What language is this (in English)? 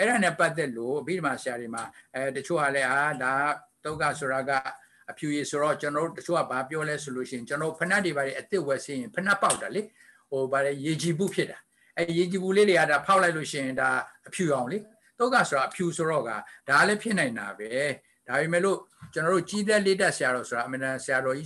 Burmese